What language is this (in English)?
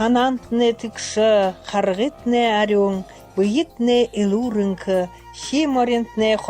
Buriat